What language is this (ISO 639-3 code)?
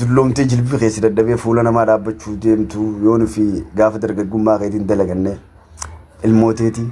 orm